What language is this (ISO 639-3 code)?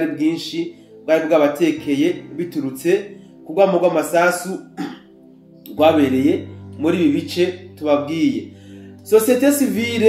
run